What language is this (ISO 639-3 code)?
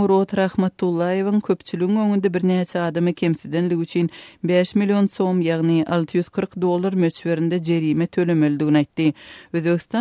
tuk